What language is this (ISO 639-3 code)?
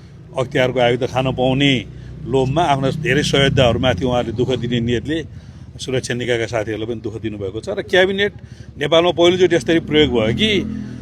nep